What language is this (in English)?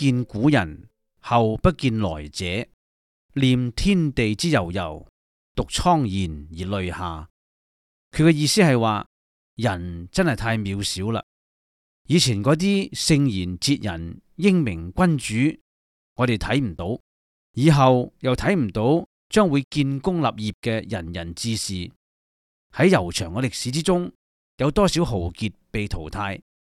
Cantonese